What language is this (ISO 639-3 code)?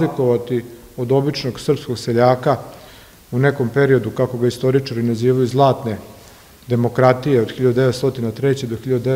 srp